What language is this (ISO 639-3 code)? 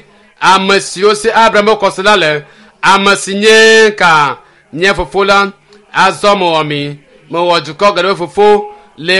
ewe